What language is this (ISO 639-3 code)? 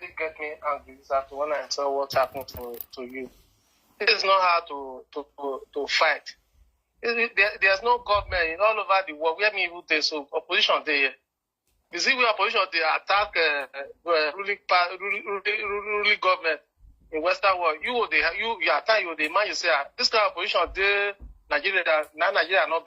pcm